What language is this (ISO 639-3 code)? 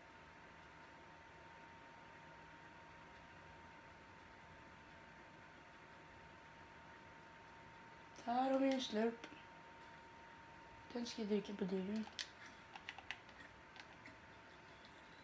swe